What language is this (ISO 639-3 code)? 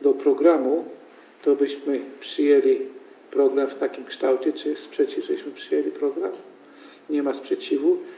pol